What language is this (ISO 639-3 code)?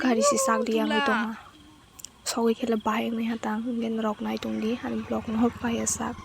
trp